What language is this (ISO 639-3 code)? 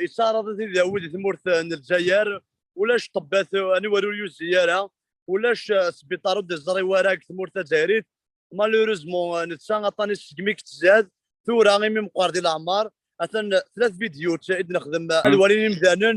kab